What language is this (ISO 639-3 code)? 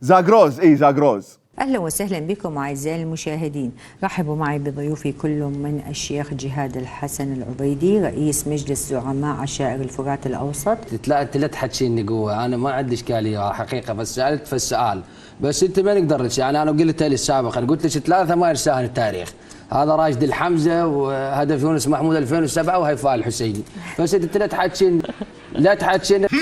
acm